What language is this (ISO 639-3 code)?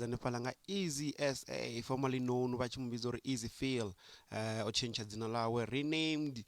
ven